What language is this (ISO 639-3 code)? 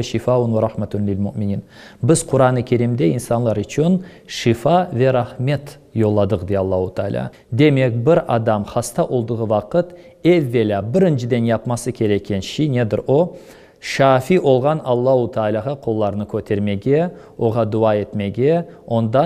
crh